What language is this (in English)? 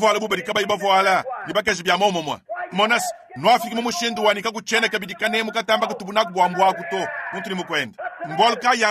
Luba-Lulua